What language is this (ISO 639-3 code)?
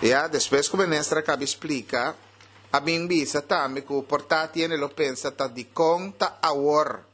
pap